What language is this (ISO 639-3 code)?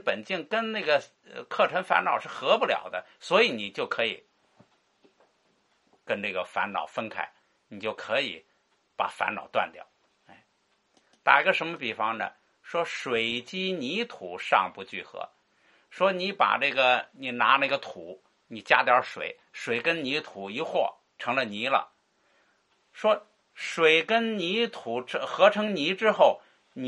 zho